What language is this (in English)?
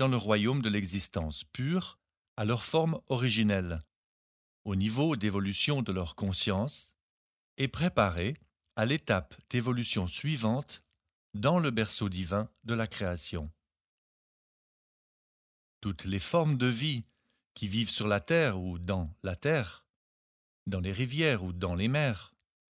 French